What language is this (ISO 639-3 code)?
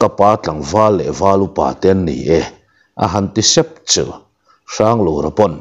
lus